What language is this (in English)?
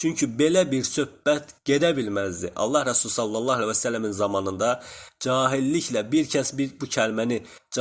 Azerbaijani